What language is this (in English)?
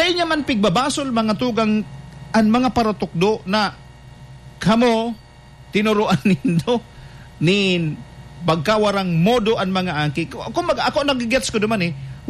Bikol